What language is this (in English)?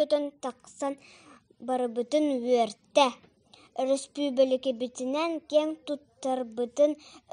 Yakut